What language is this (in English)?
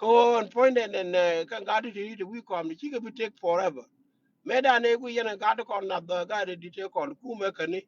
Nuer